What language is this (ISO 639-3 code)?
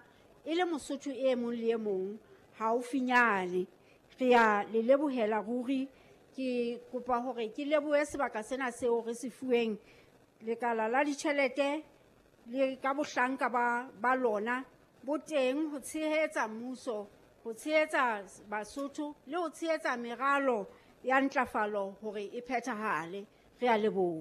sot